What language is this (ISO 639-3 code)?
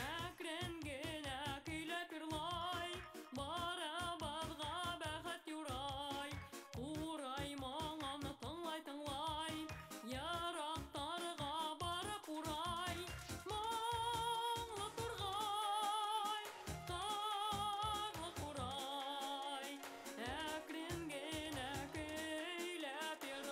bak